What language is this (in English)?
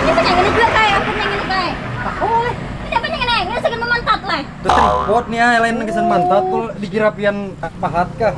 Banjar